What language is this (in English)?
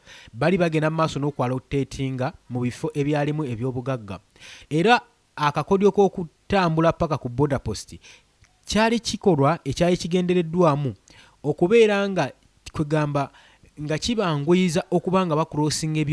Ganda